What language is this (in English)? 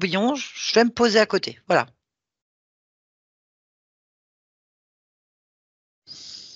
French